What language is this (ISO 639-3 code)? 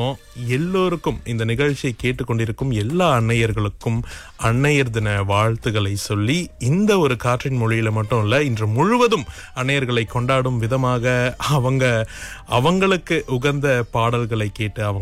tam